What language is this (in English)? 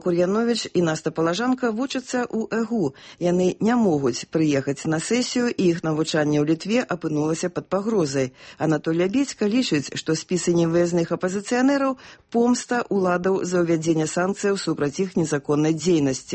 Belarusian